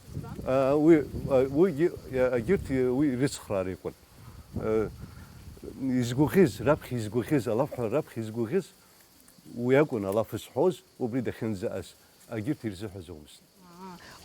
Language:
Abkhazian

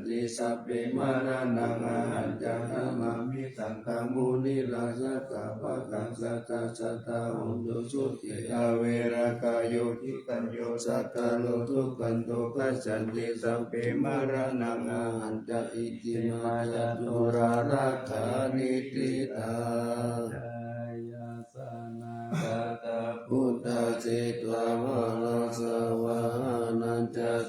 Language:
Pali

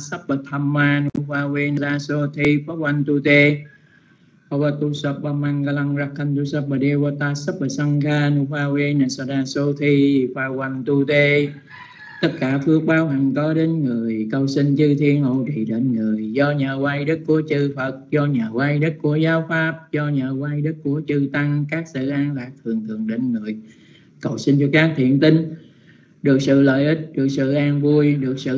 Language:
Vietnamese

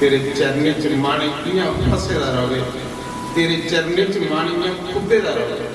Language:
Dogri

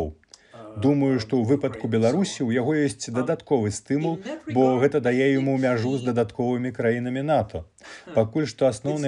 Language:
Belarusian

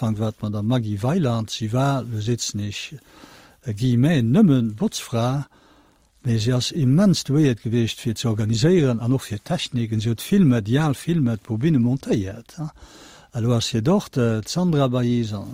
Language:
Luxembourgish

